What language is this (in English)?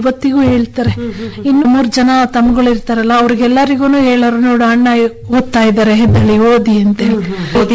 Kannada